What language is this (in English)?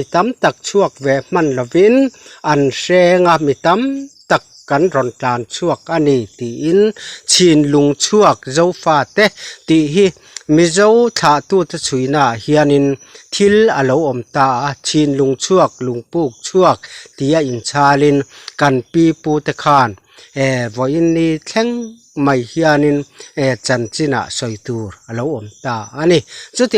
Mizo